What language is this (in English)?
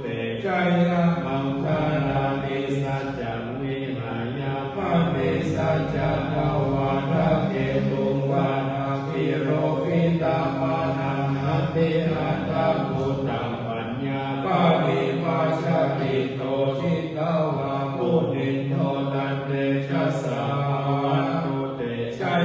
Pali